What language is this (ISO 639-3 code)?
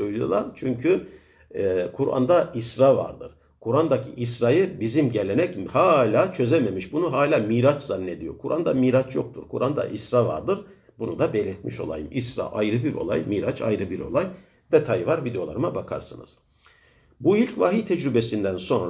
tur